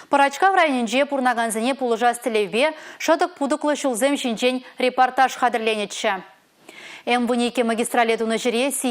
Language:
Chuvash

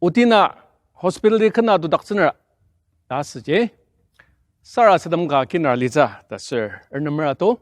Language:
Ao Naga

